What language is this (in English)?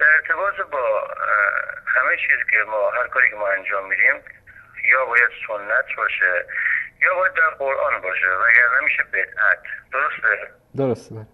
Persian